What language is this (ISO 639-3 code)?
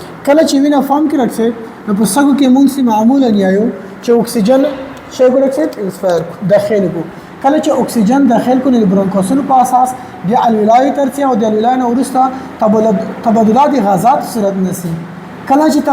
pus